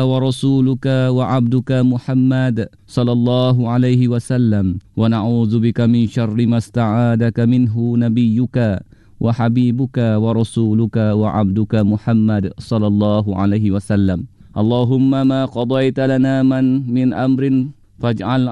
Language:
Malay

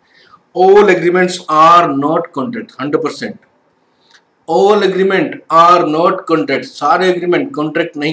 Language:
Hindi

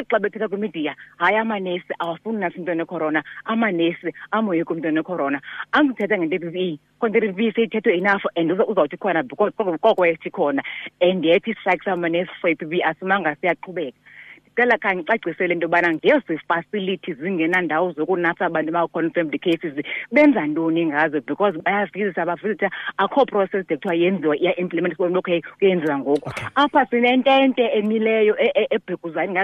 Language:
Xhosa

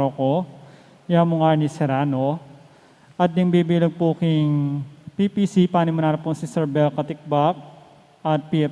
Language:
Pampanga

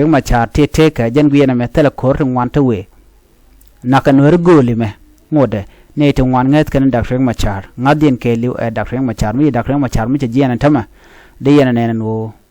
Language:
Nuer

